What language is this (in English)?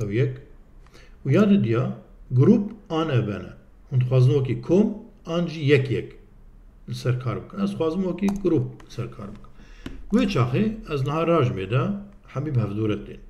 Kurdish